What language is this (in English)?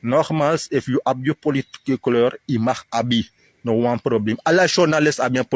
Sranan Tongo